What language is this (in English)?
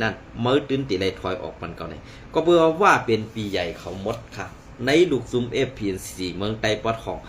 Shan